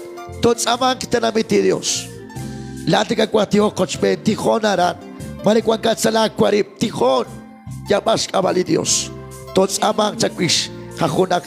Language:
Kekchí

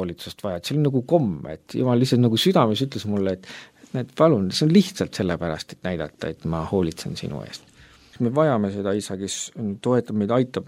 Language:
Estonian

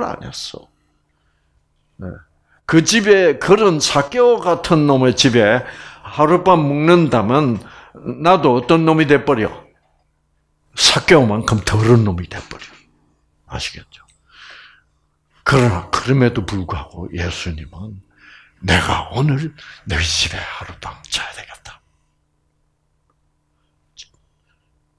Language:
Korean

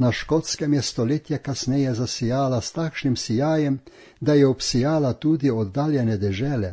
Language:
Slovenian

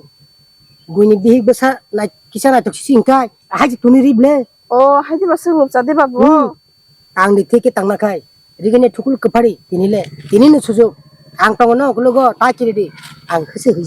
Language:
Kok Borok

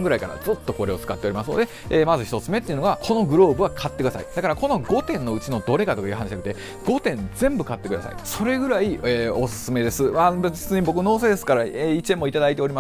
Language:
Japanese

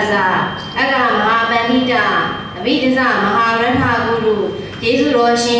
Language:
Burmese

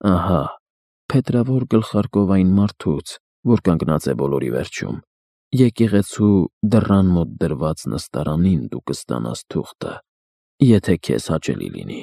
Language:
Armenian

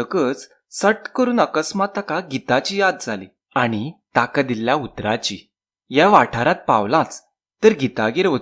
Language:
Konkani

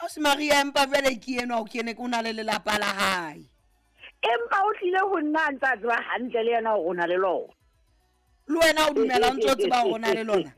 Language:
Southern Sotho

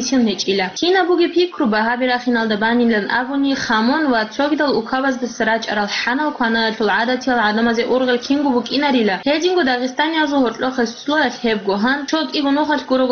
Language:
Avaric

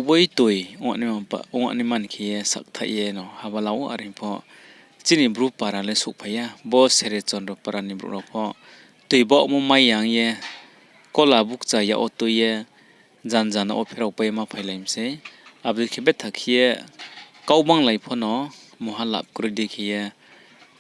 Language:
Riang (India)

